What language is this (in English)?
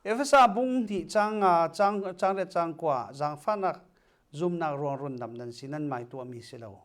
Falam Chin